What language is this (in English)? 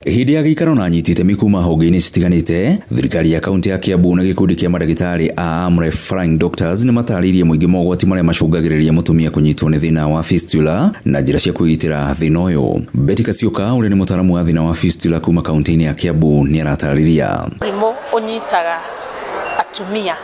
Kikuyu